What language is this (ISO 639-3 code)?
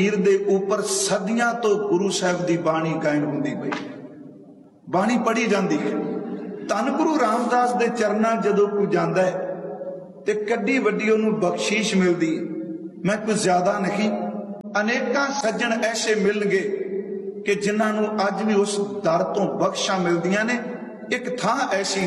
pan